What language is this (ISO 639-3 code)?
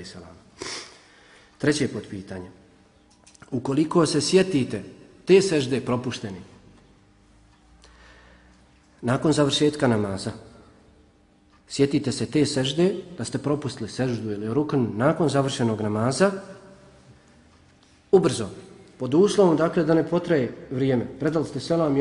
bos